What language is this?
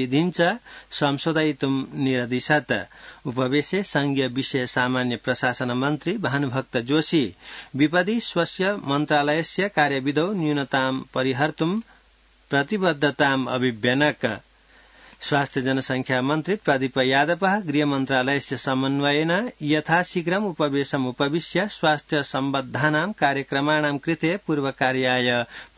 Sanskrit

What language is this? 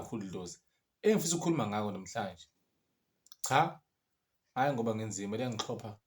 Zulu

